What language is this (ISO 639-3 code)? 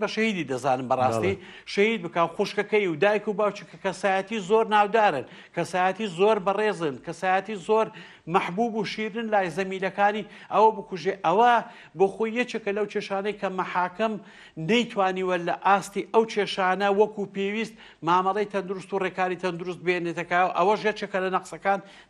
ckb